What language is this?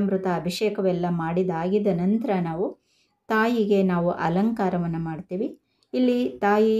Kannada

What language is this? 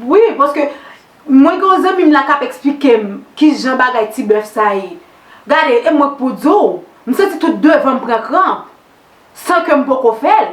Haitian Creole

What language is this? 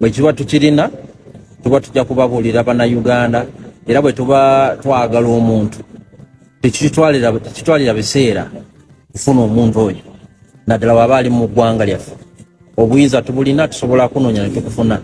Ganda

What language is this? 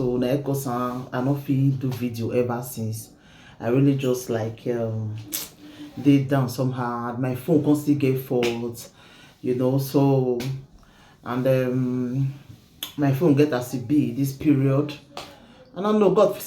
Nigerian Pidgin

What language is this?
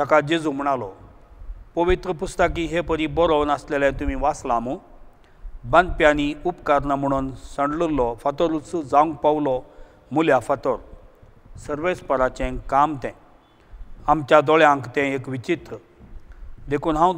Konkani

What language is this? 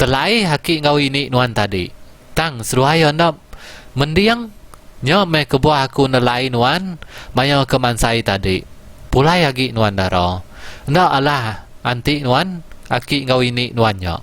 Iban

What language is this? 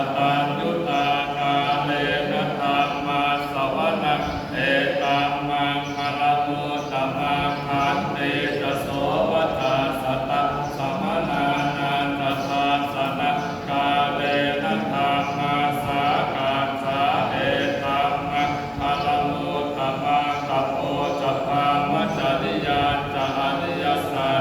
Pali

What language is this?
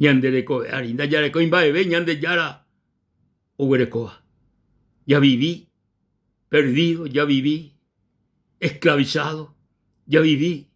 Guarani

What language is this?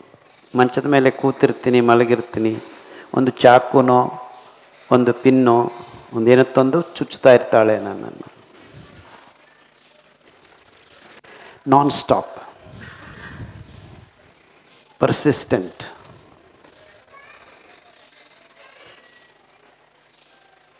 Kannada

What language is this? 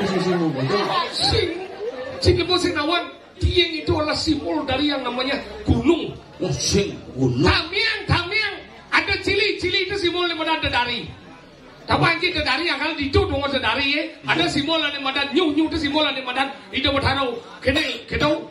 Balinese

